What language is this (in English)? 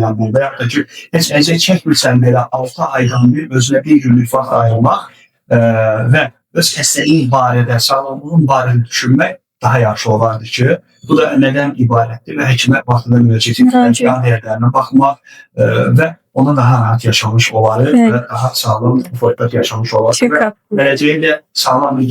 Azerbaijani